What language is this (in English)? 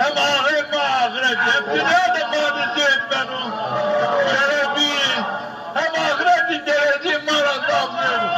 Zaza